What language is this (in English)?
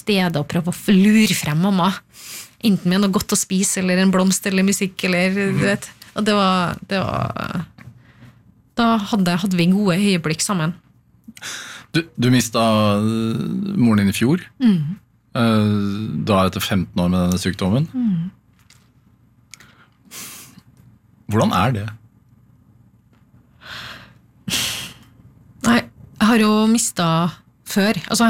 Norwegian